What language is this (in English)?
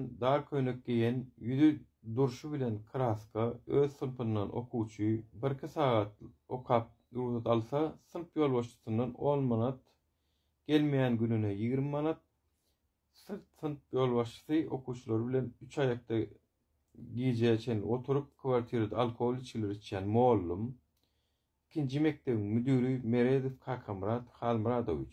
Turkmen